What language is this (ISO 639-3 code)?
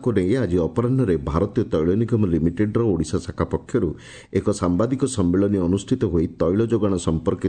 ori